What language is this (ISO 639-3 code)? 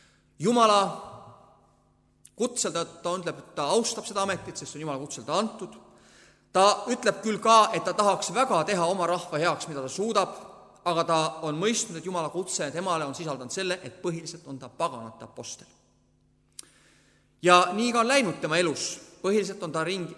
est